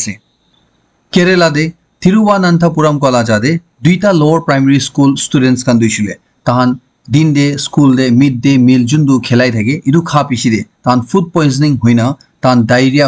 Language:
Naga Pidgin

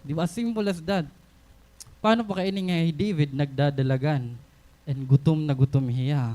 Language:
Waray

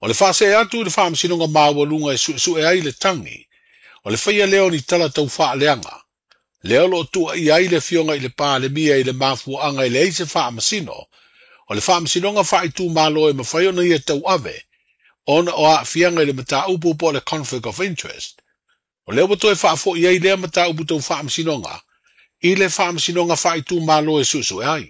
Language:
Samoan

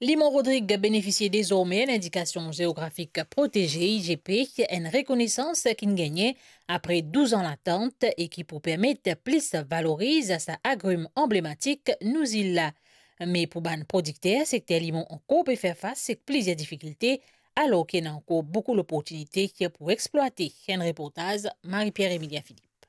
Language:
Morisyen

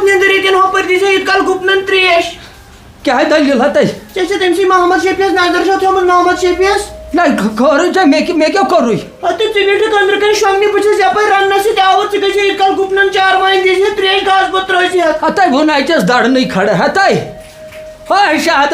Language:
Kashmiri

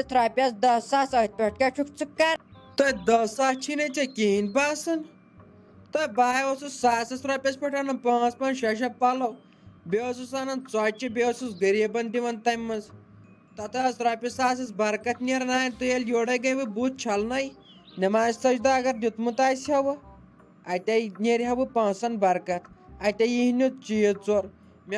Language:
Kashmiri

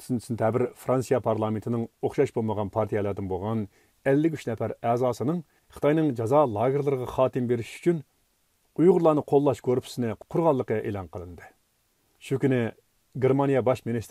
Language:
Uyghur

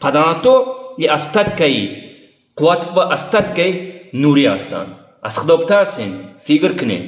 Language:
Tajik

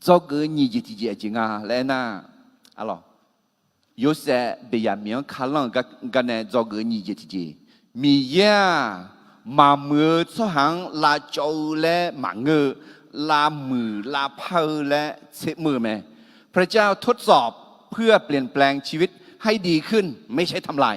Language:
Akha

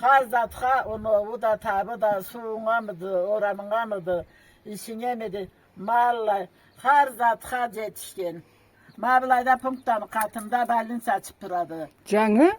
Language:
Karachay-Balkar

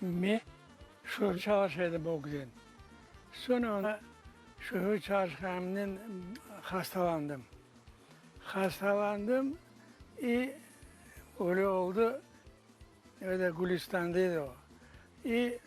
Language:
Crimean Tatar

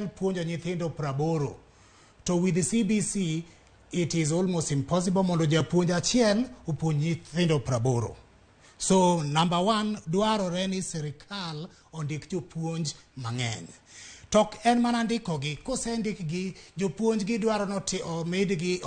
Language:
Luo (Kenya and Tanzania)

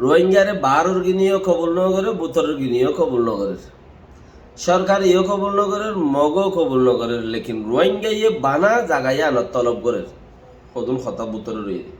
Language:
Rohingya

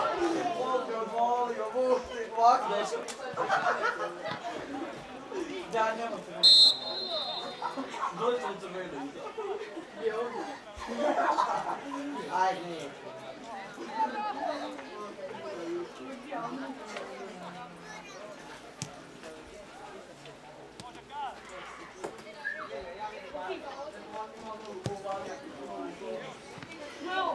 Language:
Croatian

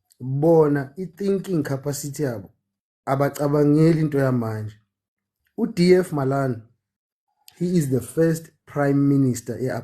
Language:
Zulu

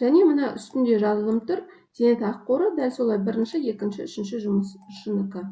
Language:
Kazakh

